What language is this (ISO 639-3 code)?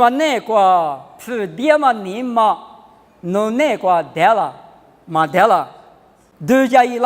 lis